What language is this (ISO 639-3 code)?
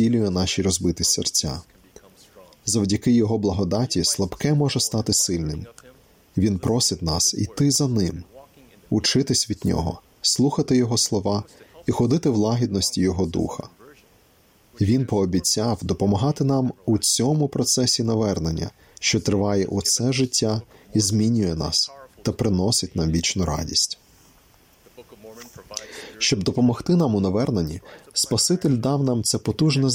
ukr